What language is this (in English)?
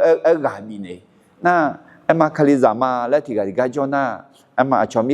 Akha